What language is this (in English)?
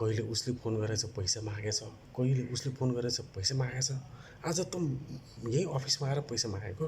Nepali